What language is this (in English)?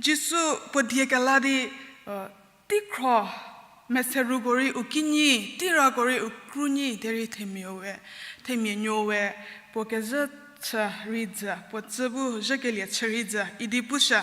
Angami Naga